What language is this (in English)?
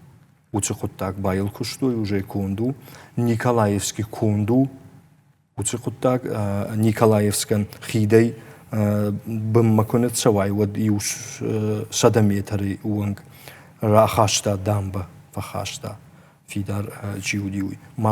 Ossetic